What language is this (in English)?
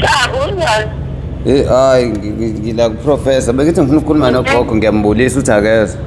Zulu